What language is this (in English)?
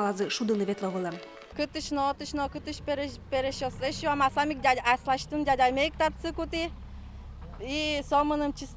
Udmurt